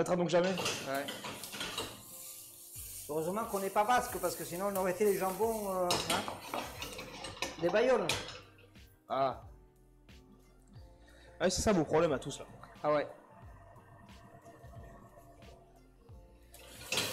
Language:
French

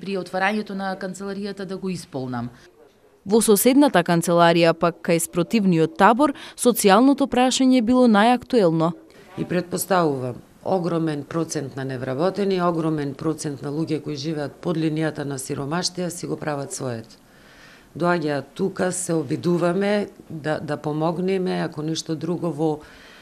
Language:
Macedonian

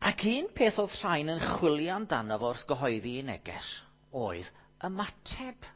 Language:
Welsh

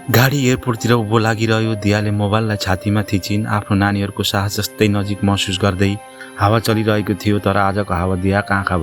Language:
Nepali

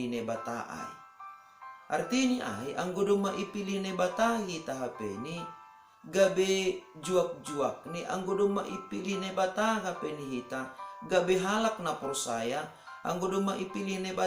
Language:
Batak Simalungun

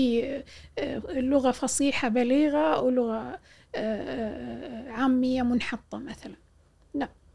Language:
Gulf Arabic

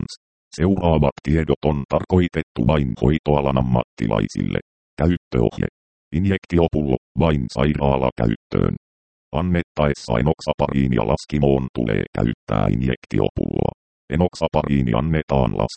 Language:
Finnish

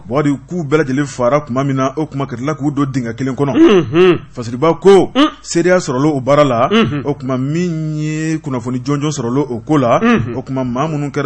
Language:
Bambara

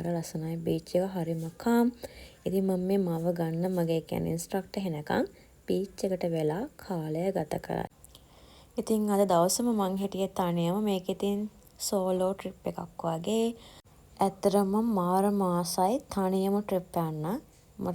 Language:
Sinhala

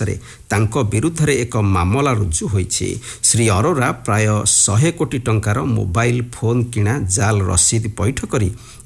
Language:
Odia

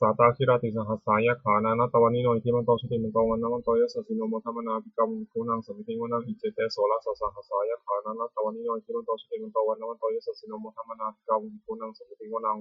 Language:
Pali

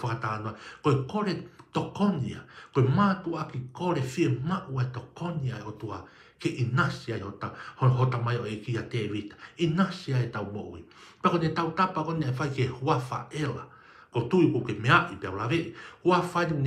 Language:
Tongan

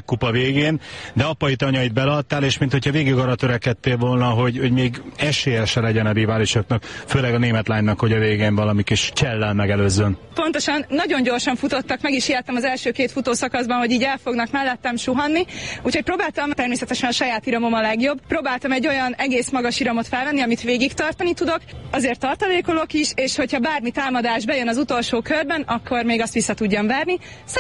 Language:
Hungarian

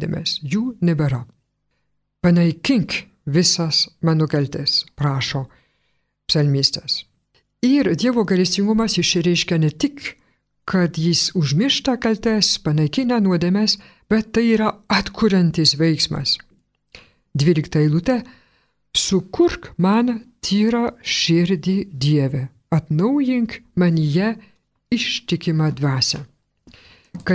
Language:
Lithuanian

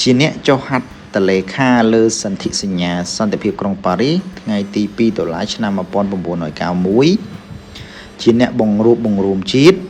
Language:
Khmer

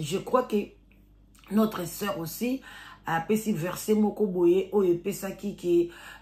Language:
Lingala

